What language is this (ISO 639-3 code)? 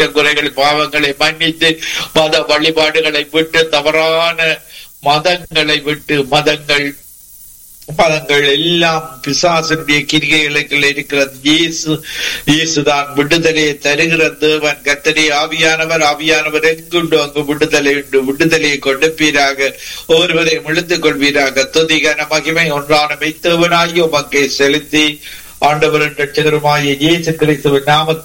tam